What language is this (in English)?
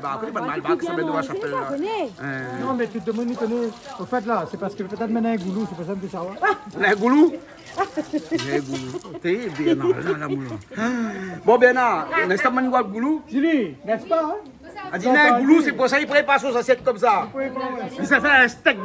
Réunion Creole French